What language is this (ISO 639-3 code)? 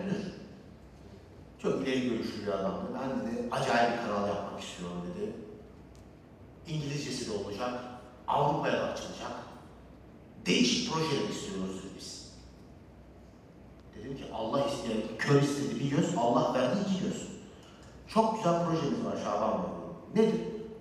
tur